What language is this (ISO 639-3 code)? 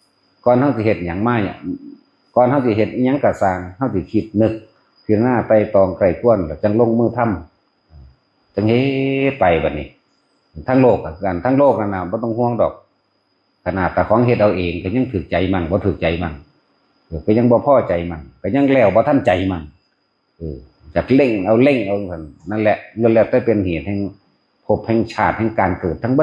tts